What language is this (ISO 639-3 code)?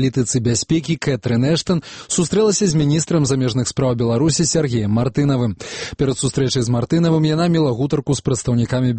bel